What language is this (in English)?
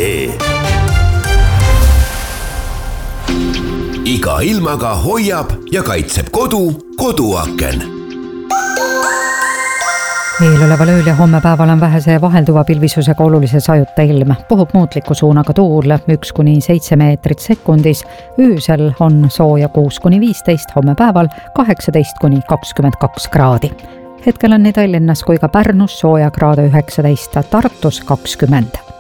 Estonian